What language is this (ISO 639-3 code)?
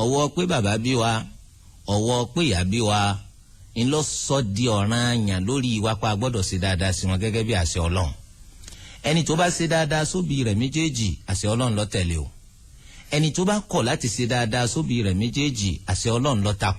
yor